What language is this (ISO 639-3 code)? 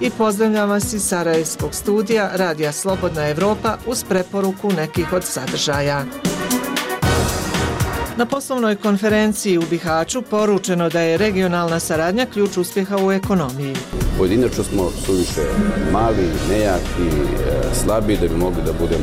bos